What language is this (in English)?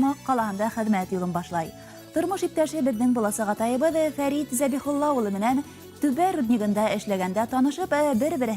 Bashkir